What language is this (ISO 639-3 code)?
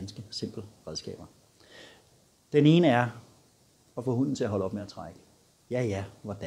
dan